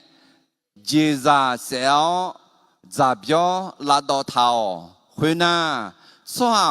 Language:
Akha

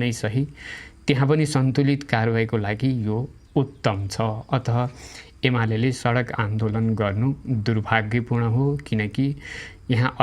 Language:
Nepali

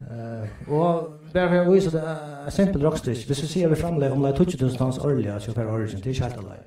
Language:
Faroese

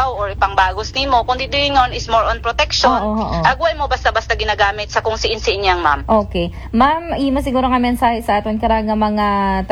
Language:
Aklanon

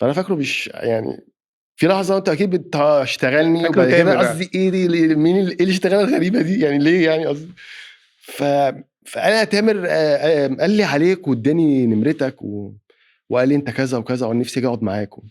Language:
Egyptian Arabic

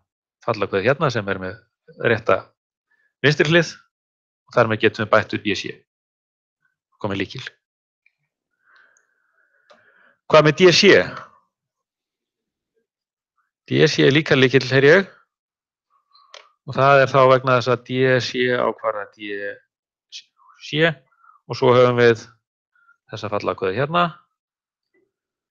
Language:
Icelandic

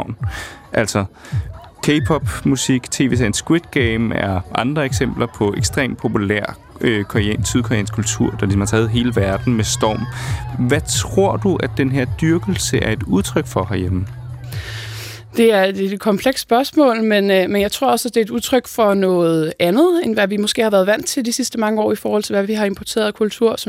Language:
Danish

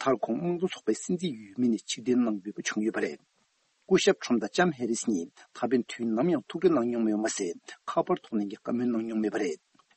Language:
Tibetan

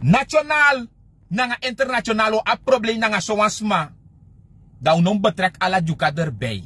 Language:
Sranan Tongo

